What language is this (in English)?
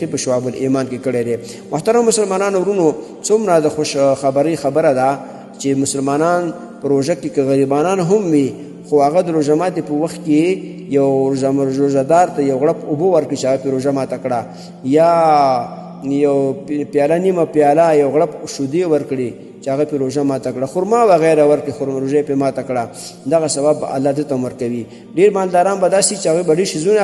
Pashto